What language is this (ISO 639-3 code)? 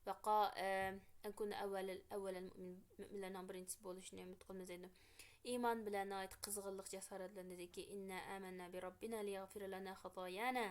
uig